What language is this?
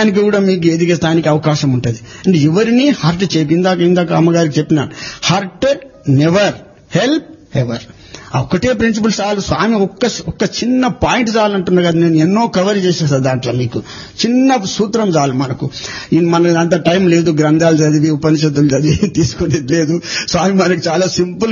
Telugu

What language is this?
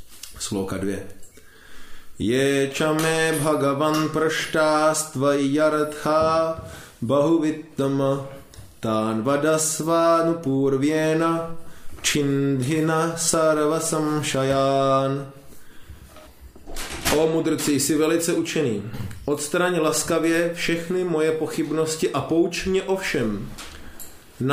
Czech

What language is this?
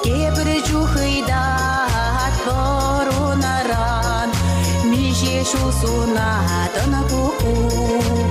Chuvash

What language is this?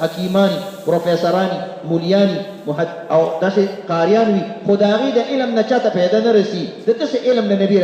Pashto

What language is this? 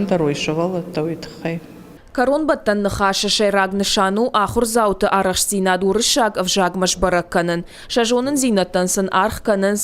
Ossetic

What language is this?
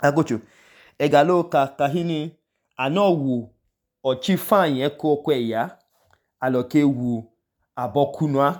Idoma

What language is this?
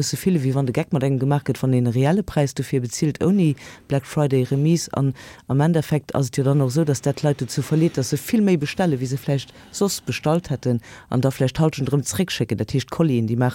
Luxembourgish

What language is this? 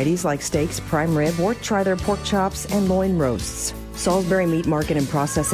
English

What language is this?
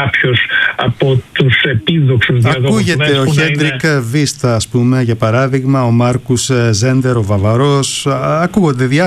Greek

